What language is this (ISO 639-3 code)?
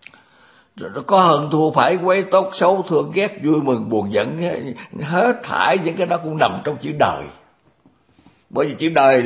vie